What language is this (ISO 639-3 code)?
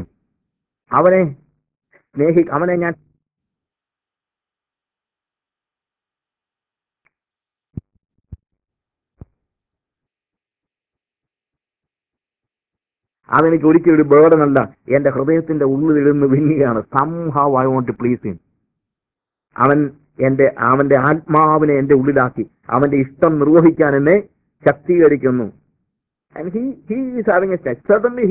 mal